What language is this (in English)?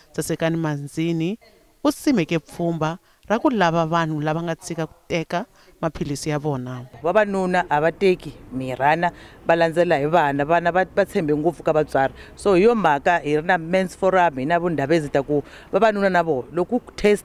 Tsonga